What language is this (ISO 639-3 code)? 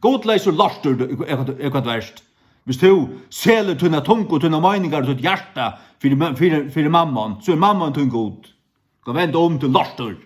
fao